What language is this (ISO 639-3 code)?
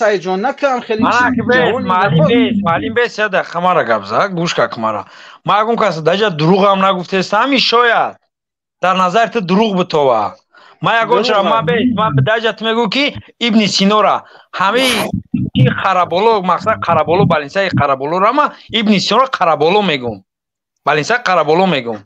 tgk